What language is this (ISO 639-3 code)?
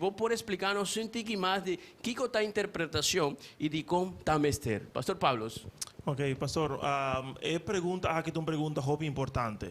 pap